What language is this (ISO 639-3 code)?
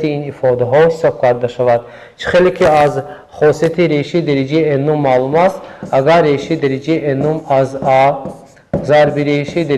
tgk